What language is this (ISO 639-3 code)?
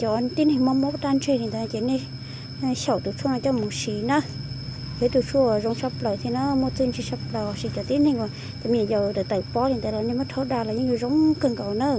hmn